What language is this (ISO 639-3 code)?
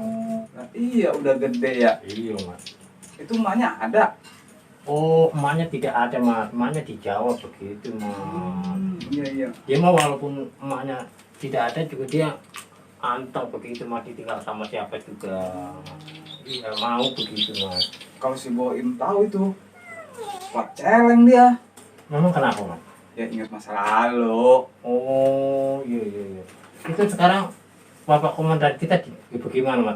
bew